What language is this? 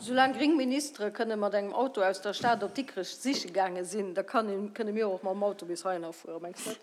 Luxembourgish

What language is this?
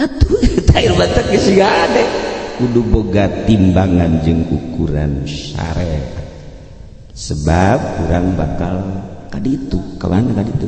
Sundanese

